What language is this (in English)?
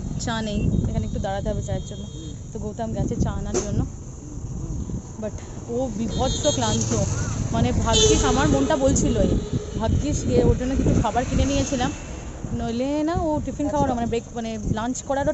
Bangla